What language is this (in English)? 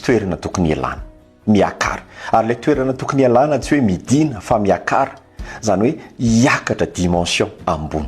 Malagasy